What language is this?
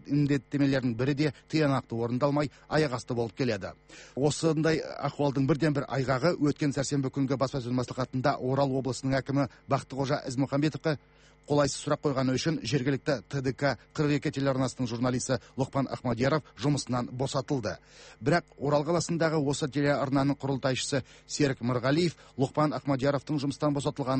Kazakh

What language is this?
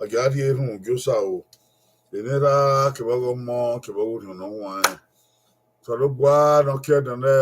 Bini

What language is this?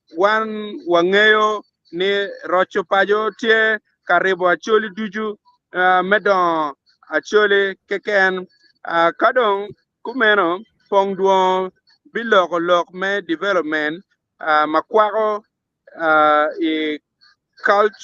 Acoli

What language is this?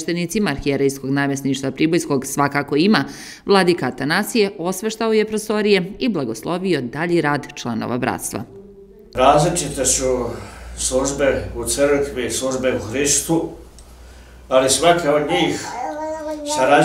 Serbian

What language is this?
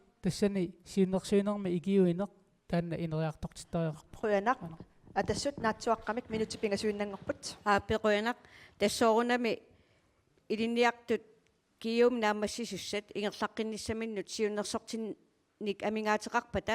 Kalaallisut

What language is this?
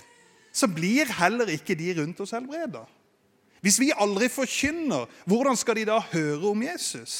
Norwegian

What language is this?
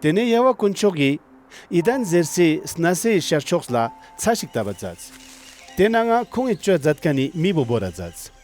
Ladakhi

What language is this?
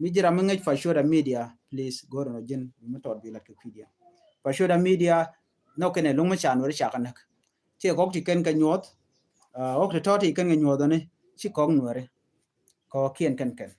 Nuer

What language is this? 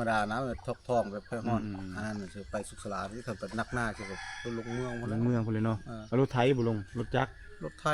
Lao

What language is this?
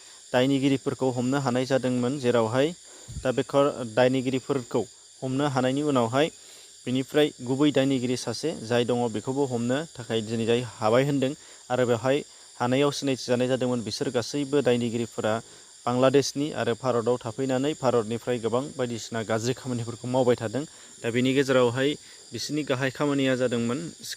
Bodo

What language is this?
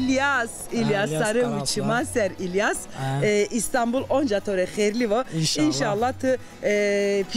Zaza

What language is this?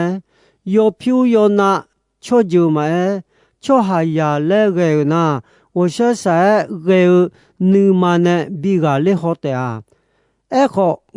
Akha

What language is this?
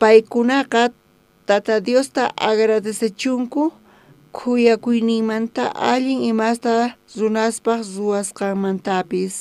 South Bolivian Quechua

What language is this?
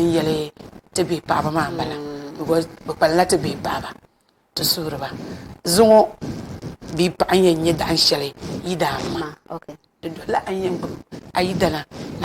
Dagbani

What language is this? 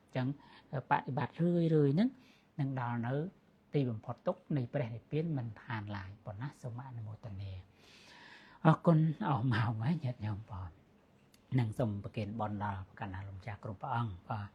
Khmer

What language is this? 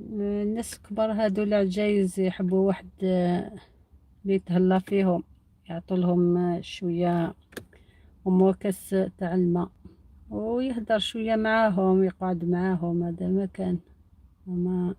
Algerian Arabic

